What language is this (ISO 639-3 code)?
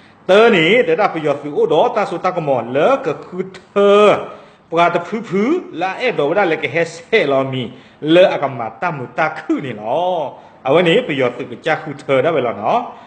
ksw